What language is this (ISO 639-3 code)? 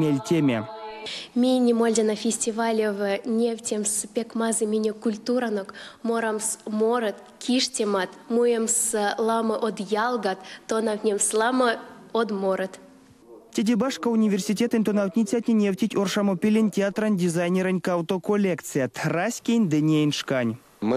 myv